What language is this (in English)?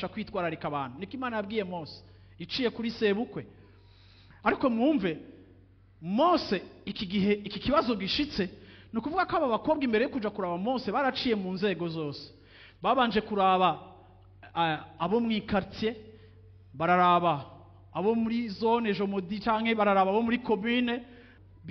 Rundi